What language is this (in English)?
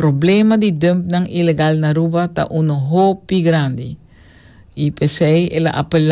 Papiamento